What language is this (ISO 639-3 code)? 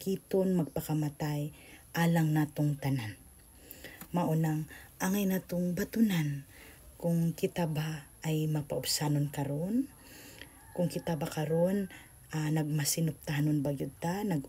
ceb